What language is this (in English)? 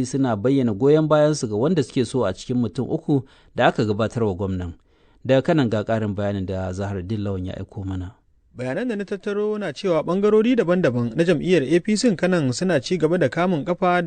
Hausa